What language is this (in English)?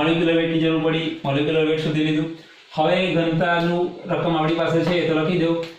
Gujarati